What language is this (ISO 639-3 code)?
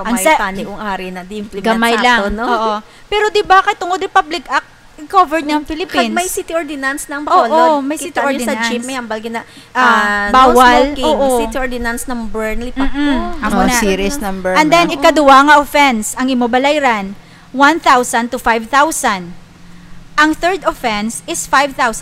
hil